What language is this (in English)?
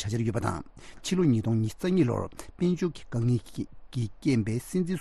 Tibetan